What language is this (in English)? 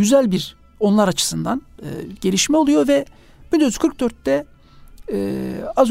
Turkish